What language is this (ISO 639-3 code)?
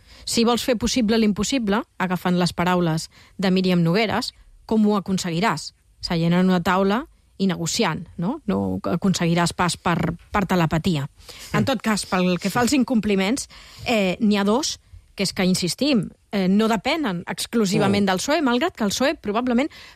cat